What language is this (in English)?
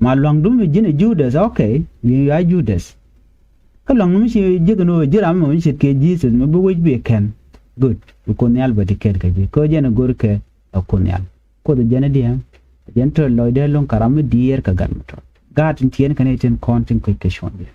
Nuer